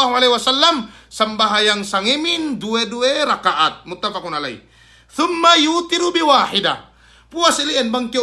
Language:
Yakan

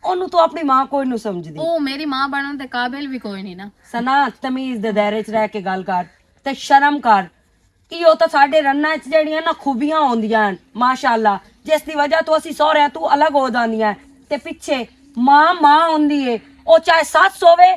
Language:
Western Panjabi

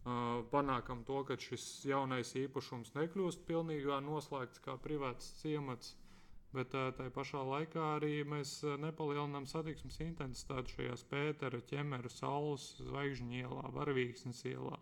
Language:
Latvian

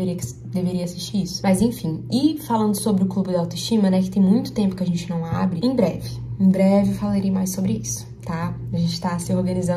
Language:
Portuguese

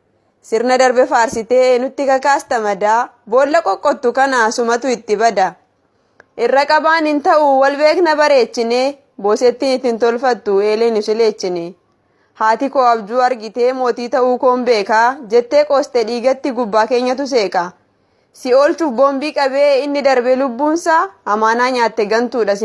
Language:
Oromo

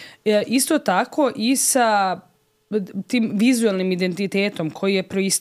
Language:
Serbian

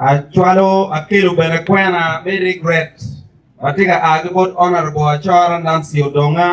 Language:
Acoli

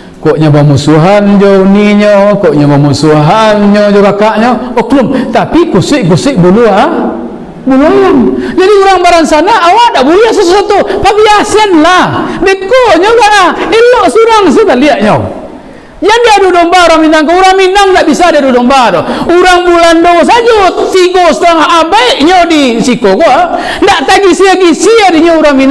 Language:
Minangkabau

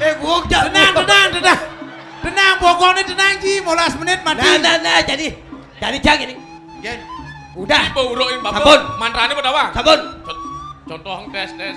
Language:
Balinese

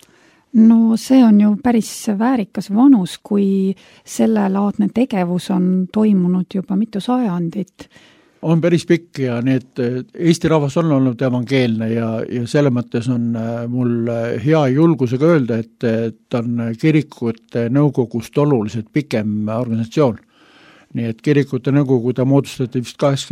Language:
Estonian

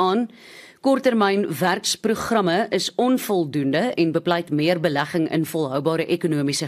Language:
Afrikaans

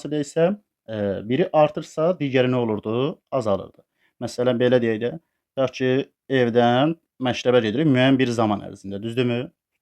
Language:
Azerbaijani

